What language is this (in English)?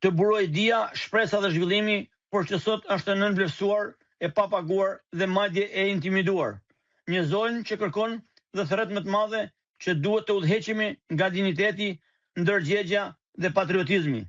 Albanian